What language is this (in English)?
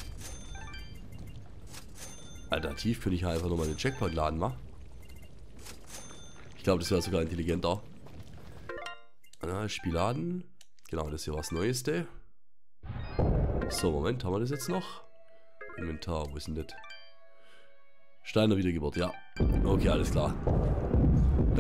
German